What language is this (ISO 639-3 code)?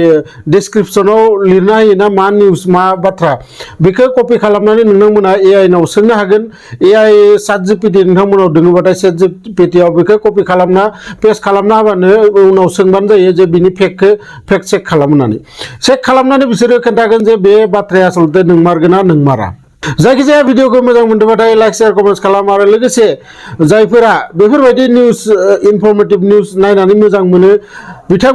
brx